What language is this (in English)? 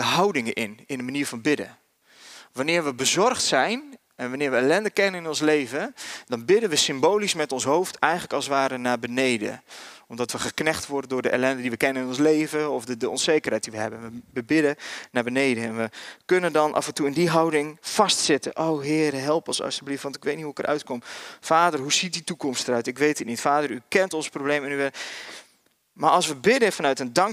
Dutch